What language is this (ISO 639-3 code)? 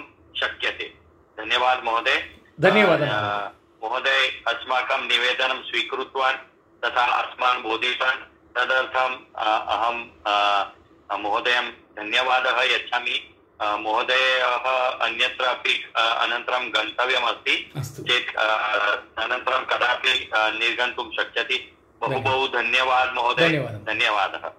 san